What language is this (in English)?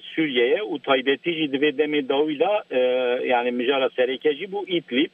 Kurdish